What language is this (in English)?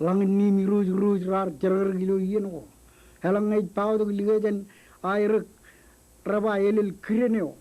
Marshallese